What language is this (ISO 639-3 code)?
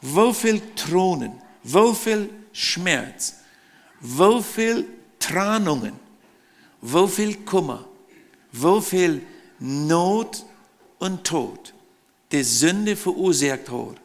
pdt